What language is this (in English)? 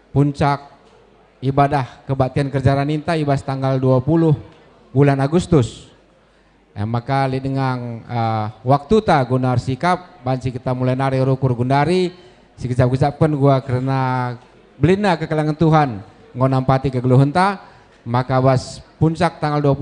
Batak Karo